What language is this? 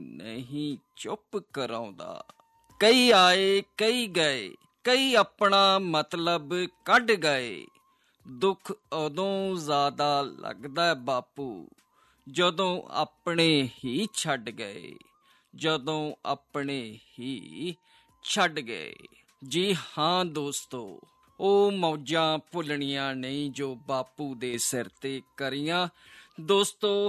Punjabi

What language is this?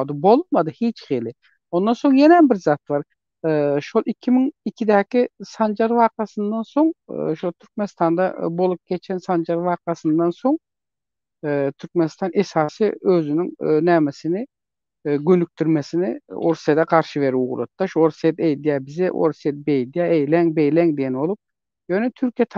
Turkmen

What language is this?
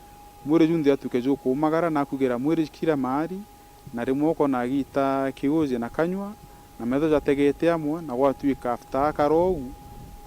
Meru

